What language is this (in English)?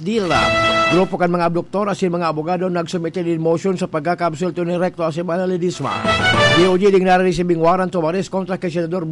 Bikol